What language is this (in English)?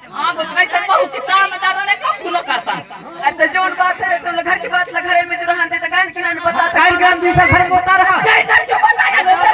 Chhattisgarhi